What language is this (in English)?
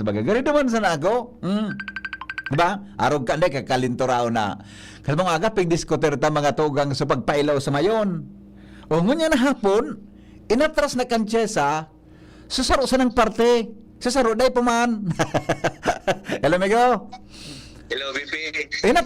Bikol